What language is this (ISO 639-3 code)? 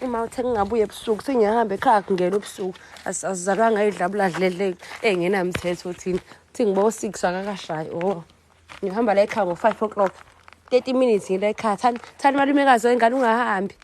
zul